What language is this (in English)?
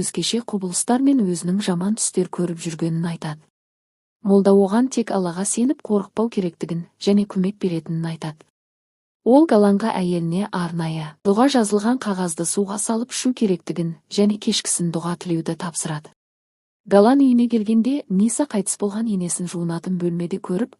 Kazakh